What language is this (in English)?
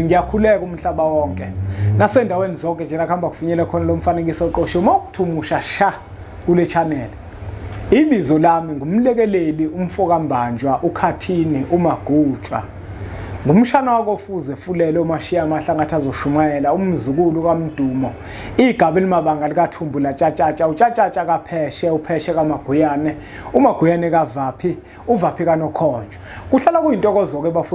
Zulu